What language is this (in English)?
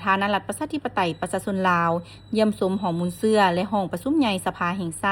Lao